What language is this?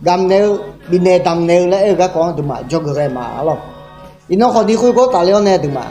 Akha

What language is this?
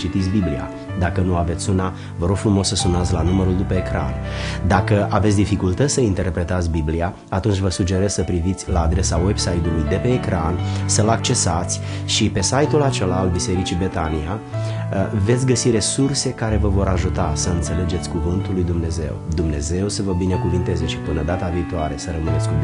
Romanian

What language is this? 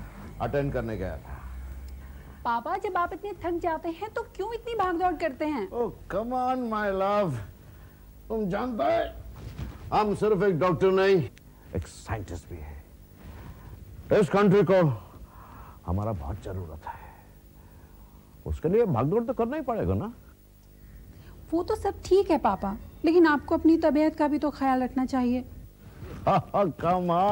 Hindi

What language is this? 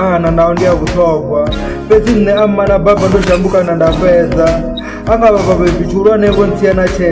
Venda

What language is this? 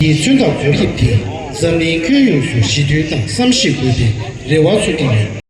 Tibetan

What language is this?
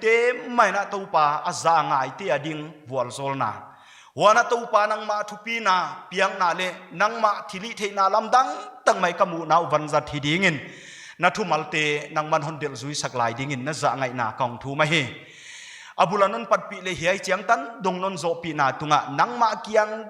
Paite Chin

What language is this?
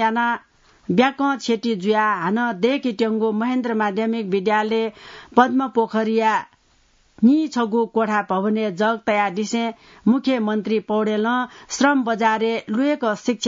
Newari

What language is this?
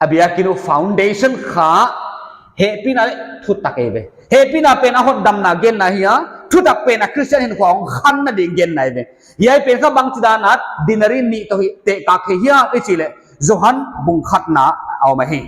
Paite Chin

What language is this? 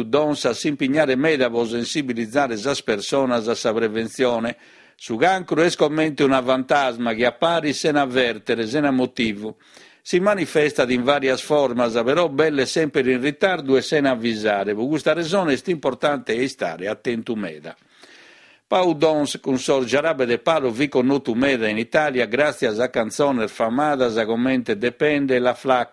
Sardinian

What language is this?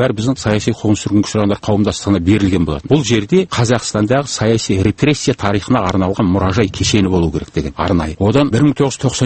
Kazakh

